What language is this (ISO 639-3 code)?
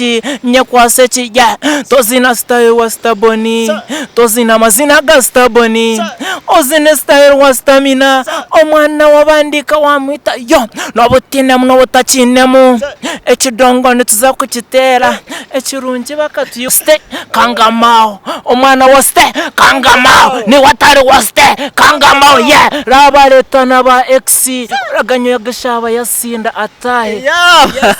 nyn